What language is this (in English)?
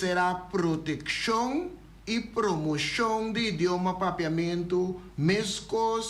Papiamento